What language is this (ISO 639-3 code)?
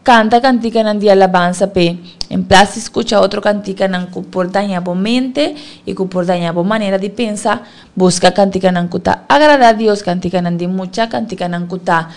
pap